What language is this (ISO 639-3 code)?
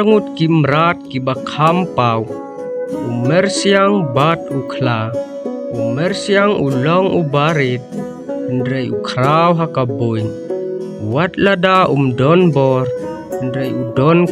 kha